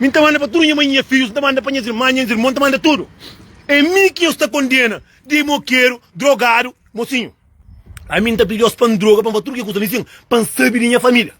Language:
Kabuverdianu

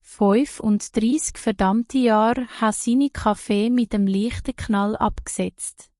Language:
Swiss German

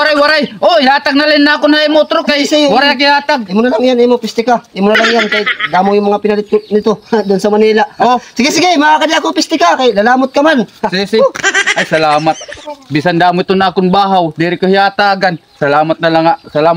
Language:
Waray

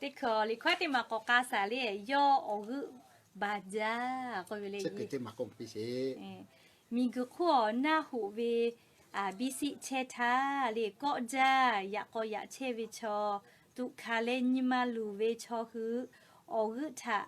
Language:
Lahu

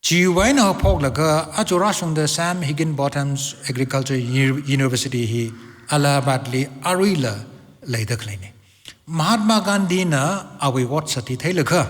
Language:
Tangkhul Naga (India)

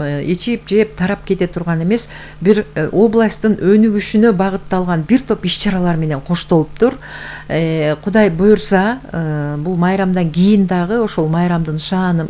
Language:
Kyrgyz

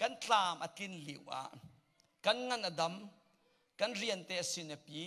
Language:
Hakha Chin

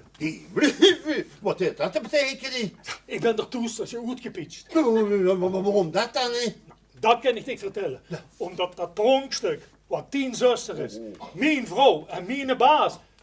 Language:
Limburgish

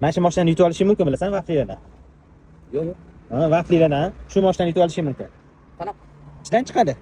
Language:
Uzbek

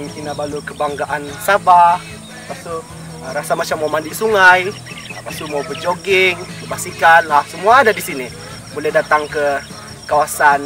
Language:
Malay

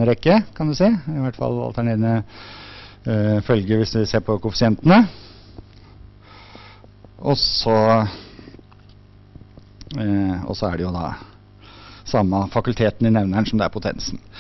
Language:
Norwegian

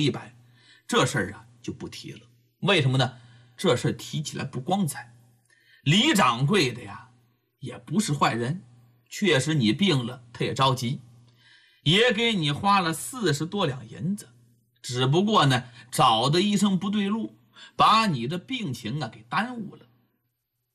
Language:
Chinese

